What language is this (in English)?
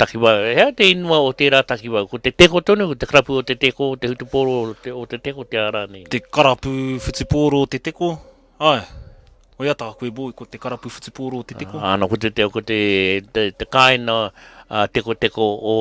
Māori